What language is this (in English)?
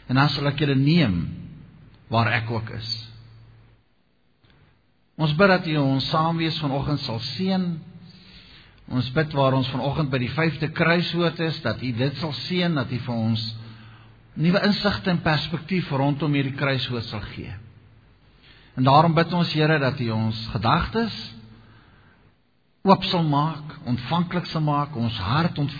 Afrikaans